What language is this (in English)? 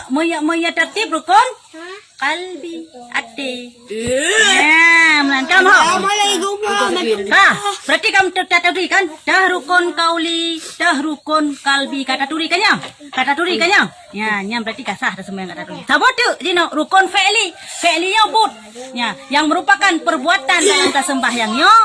Achinese